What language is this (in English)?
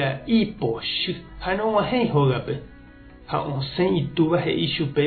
Guarani